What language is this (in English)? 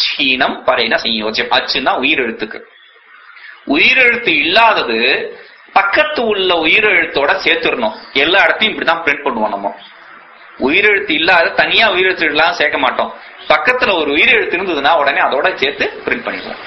Tamil